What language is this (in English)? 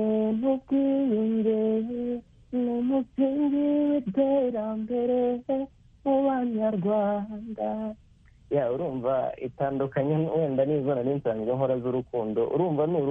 Kinyarwanda